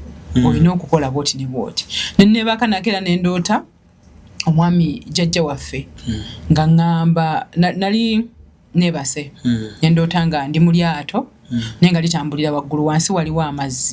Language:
Ganda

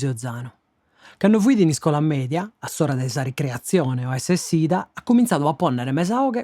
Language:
Sardinian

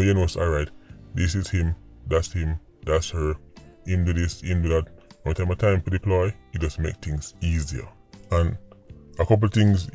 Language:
Jamaican Creole English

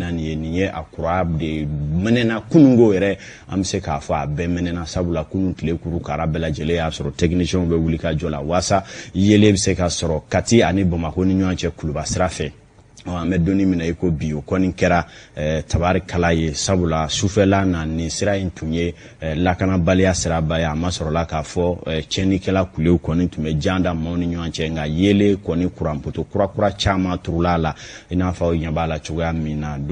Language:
Bambara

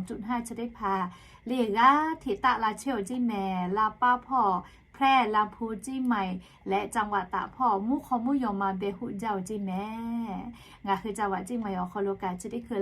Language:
Lahu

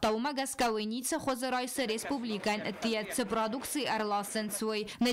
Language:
Ossetic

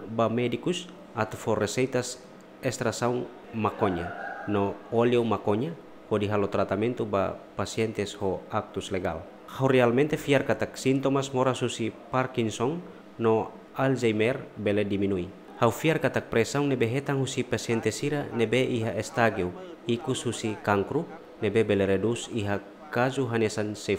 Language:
Tetum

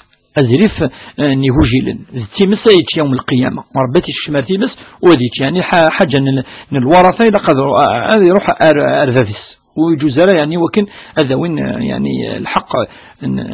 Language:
Kabyle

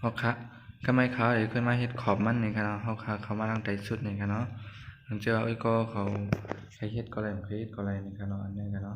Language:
Shan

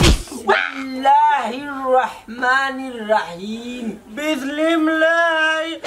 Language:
Sylheti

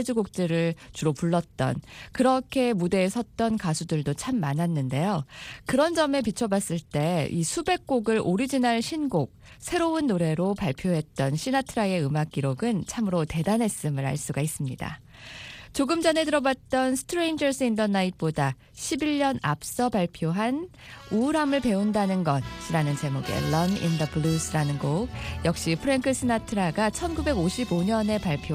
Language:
Korean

